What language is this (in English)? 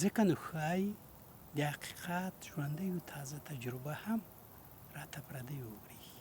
Pashto